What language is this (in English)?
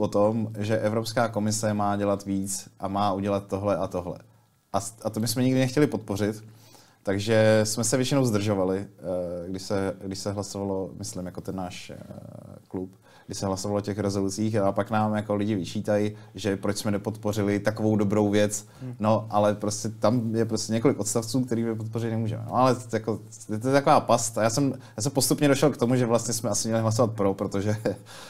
Czech